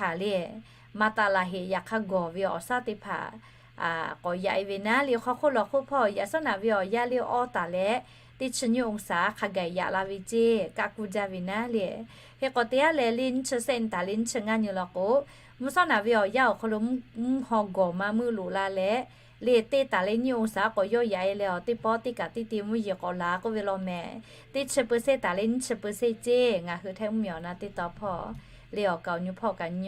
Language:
Lahu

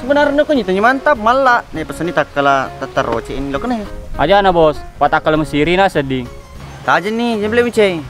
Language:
Buginese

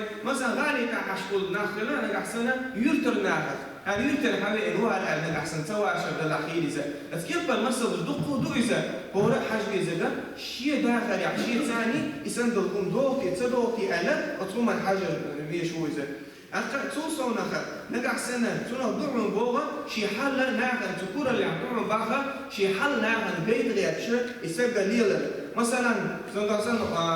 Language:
Chechen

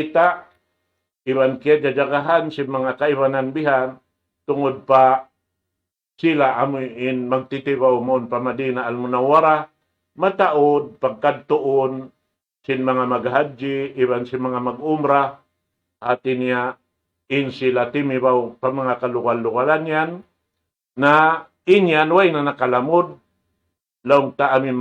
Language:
Tausug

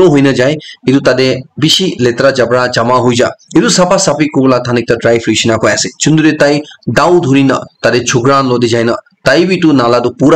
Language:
Naga Pidgin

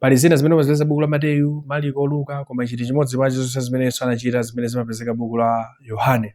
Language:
Nyanja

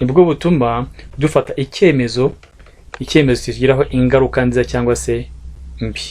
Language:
Kinyarwanda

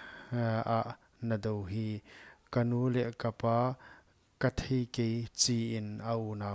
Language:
Paite Chin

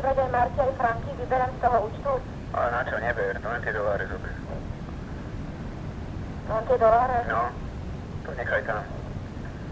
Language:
Slovak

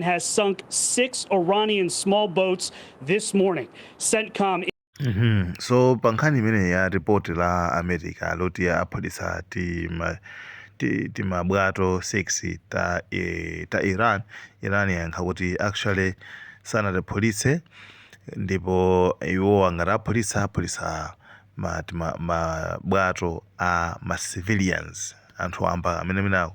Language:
Nyanja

